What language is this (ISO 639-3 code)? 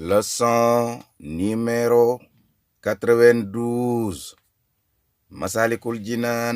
wol